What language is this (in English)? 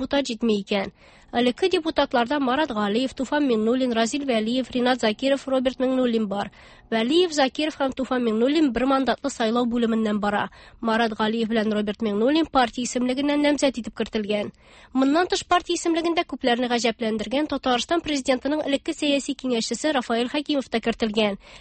Tatar